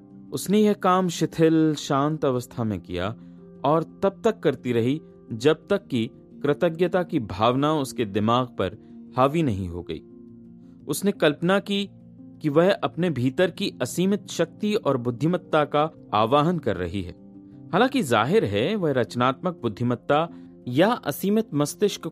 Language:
Hindi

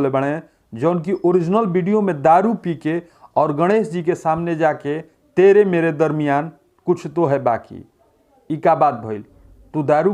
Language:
Bhojpuri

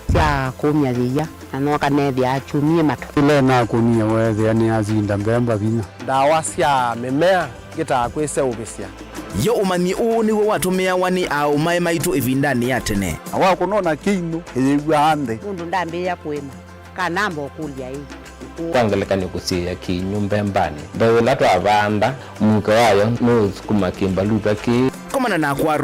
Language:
Kamba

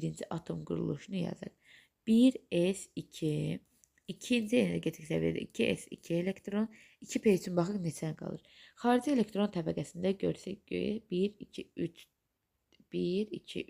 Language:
Azerbaijani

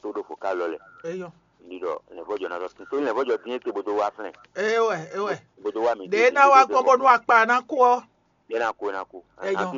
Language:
Fon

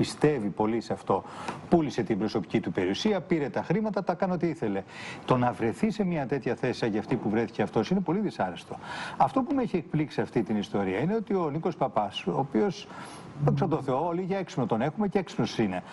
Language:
Greek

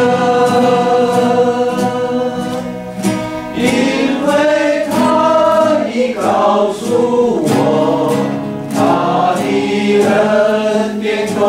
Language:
Chinese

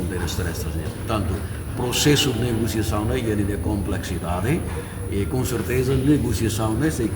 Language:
Tetum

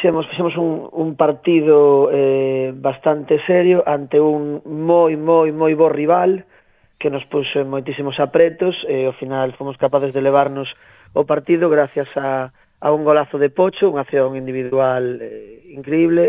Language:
Galician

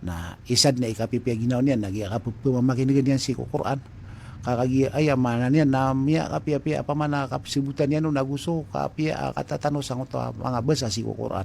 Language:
Maranao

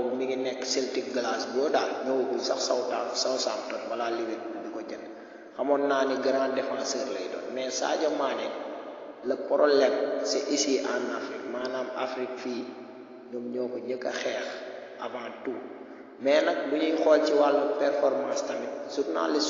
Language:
Wolof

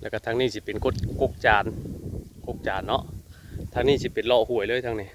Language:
Northeastern Thai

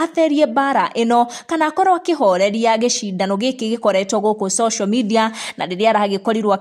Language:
Kikuyu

